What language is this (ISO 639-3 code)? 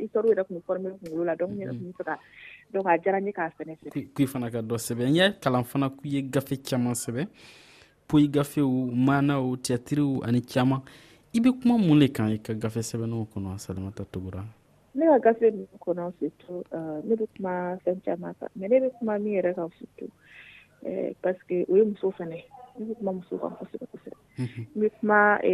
dyu